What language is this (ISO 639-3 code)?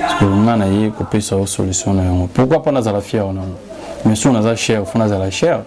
lin